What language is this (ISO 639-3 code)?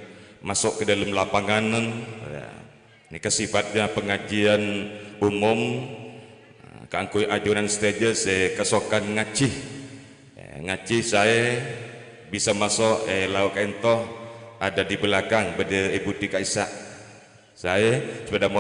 mad